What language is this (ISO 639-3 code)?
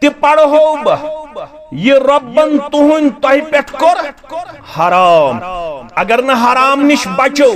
kas